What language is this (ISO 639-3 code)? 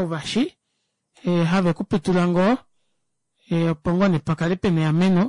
kua